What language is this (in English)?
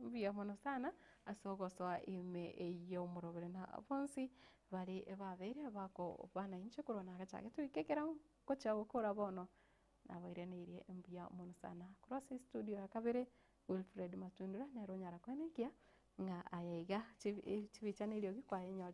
Gusii